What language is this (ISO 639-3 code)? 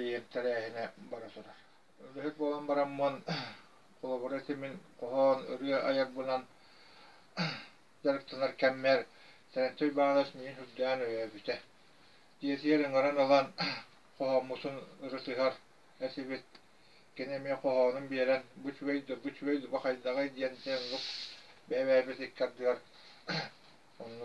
sah